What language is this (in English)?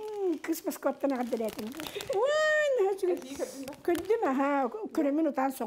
Yakut